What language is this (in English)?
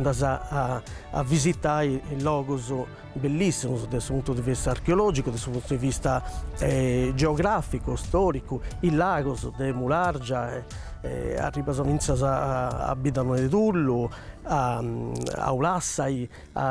Sardinian